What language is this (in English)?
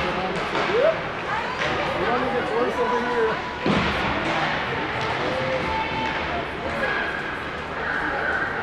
English